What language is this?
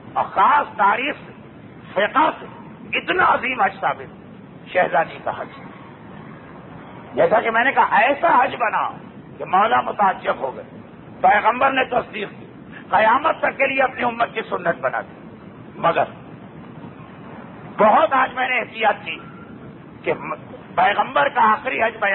Urdu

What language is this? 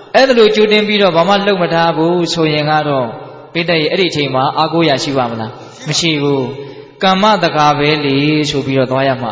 Burmese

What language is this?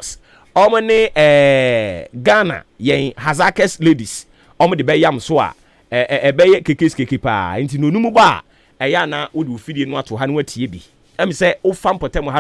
Akan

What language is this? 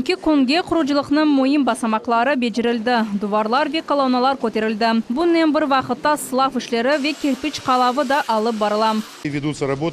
Crimean Tatar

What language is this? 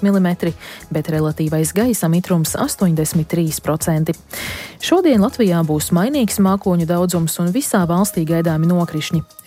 Latvian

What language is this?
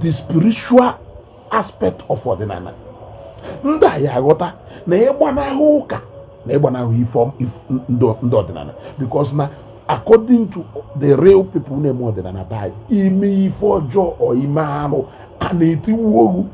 Igbo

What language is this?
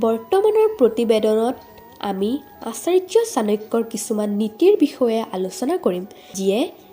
Assamese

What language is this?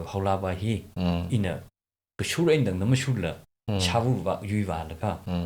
Tangkhul Naga (India)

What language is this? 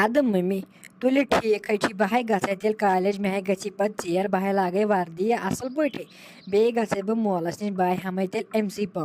Kashmiri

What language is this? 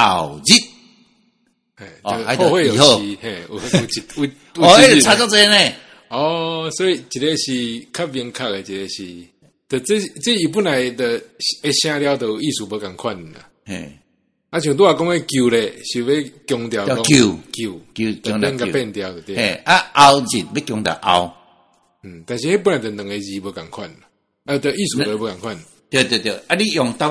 Min Nan Chinese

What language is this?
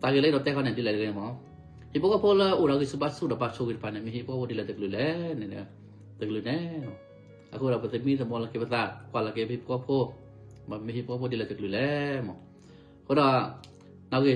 S'gaw Karen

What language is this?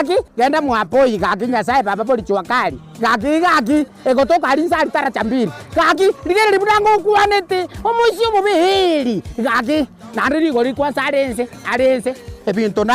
Gusii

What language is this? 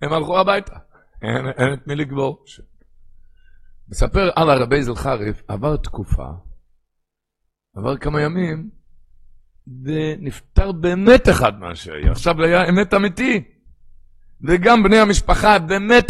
Hebrew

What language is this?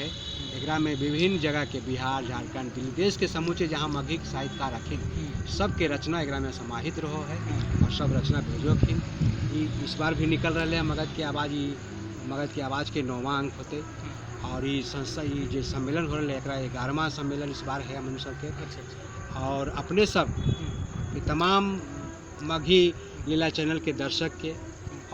Magahi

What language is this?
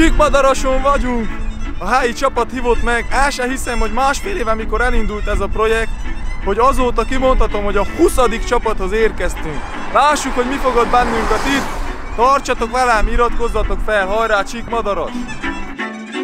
Hungarian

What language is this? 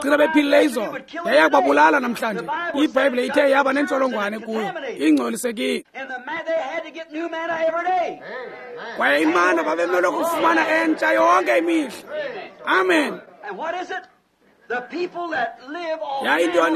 Xhosa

